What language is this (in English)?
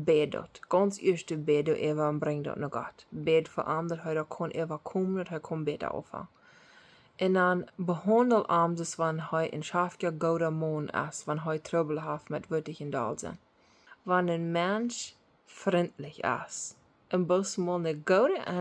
Plautdietsch